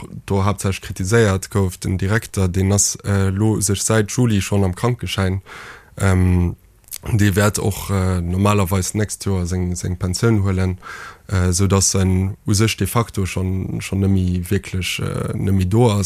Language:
Luxembourgish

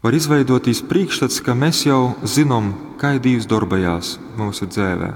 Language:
Latgalian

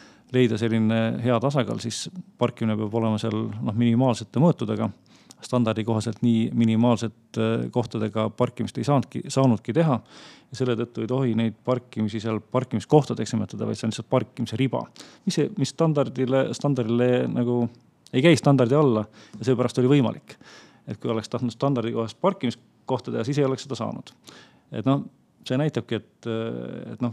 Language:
Estonian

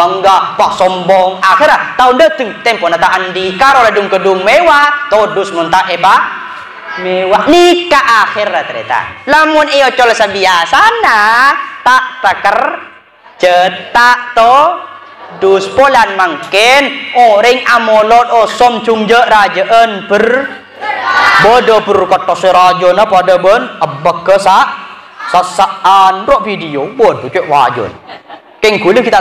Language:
Madurese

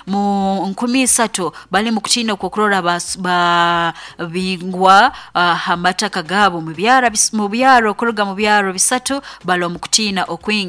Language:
Nyoro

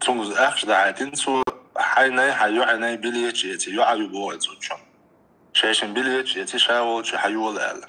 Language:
Chechen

